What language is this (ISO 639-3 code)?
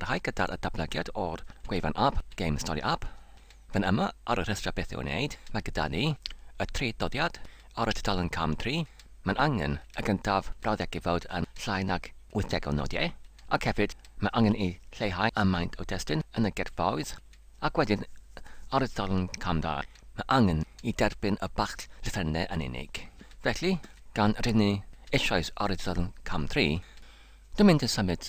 cym